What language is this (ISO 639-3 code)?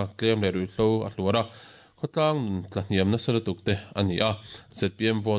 lus